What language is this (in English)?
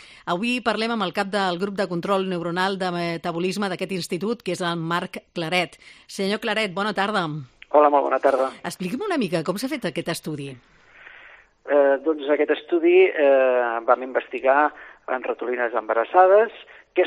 Catalan